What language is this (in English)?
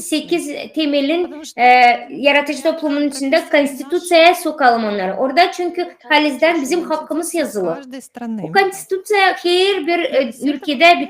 Gagauz